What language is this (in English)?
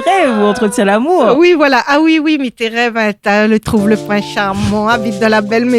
Réunion Creole French